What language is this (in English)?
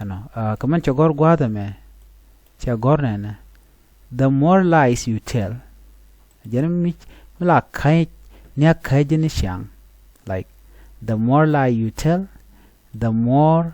Nuer